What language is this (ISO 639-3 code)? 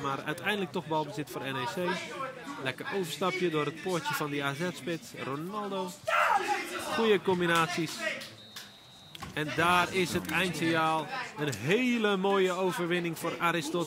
nld